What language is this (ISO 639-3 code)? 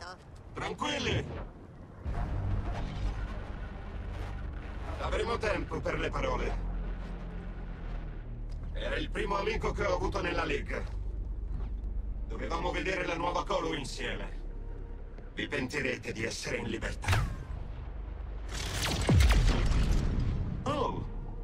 ita